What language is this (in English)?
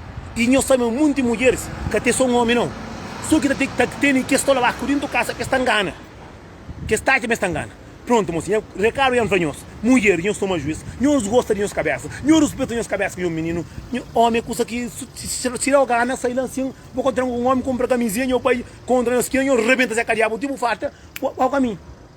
Kabuverdianu